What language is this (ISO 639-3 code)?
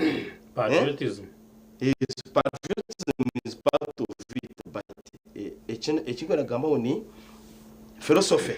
nyn